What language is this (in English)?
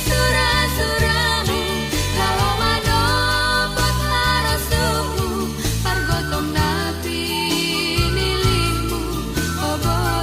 Batak Simalungun